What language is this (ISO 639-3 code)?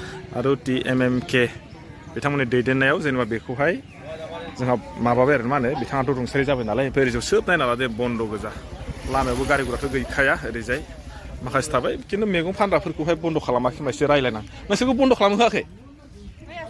brx